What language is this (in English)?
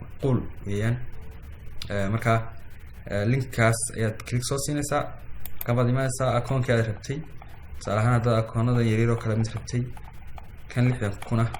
Somali